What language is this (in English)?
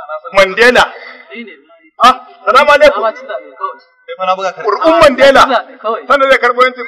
Hausa